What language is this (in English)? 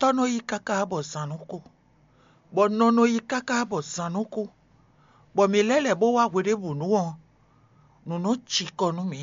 Fon